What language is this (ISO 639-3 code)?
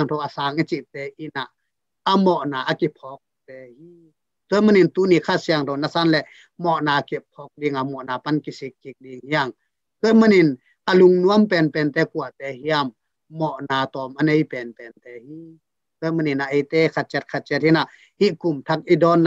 ctd